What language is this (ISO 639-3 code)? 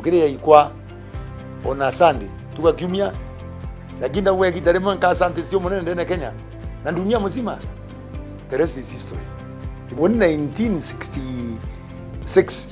mer